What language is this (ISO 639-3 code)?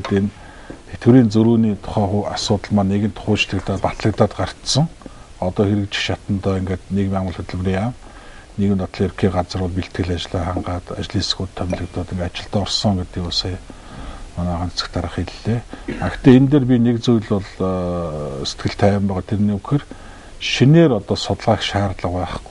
mon